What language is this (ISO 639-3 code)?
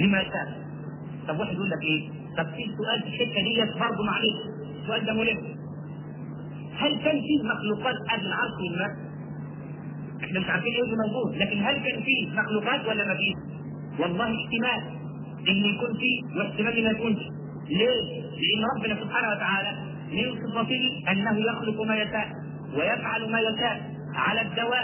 arz